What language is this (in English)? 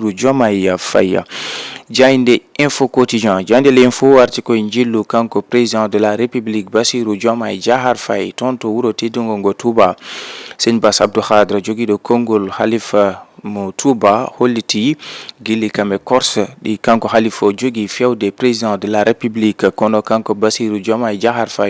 Fula